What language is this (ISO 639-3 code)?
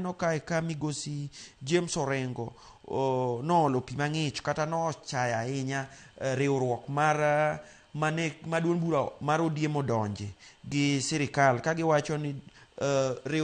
luo